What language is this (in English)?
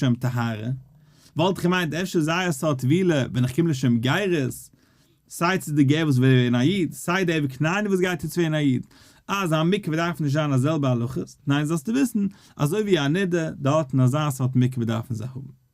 Yiddish